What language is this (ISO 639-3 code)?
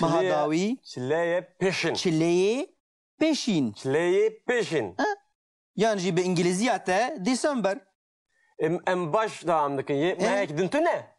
kur